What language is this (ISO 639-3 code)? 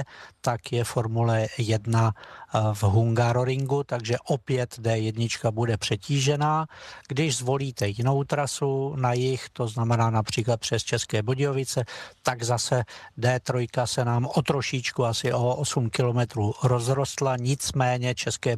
ces